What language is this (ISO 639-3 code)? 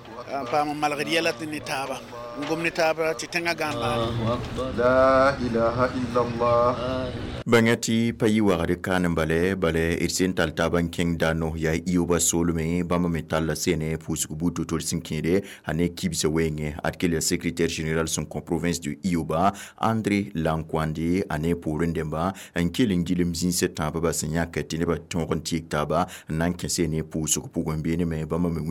mos